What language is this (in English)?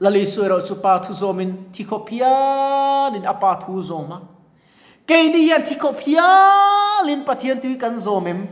Mizo